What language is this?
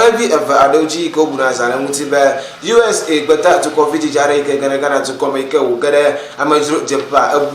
Ewe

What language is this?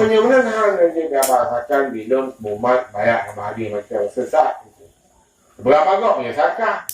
Achinese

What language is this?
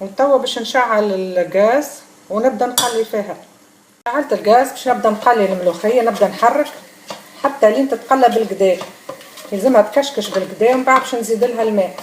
Tunisian Arabic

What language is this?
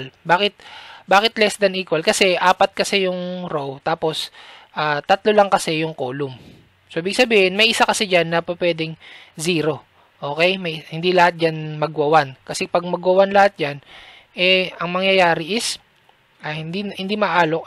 Filipino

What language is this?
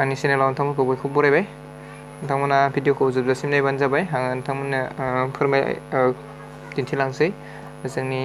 Bodo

